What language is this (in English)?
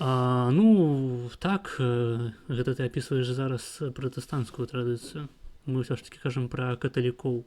Belarusian